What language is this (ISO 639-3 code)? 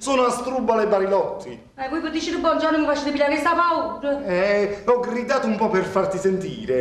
nap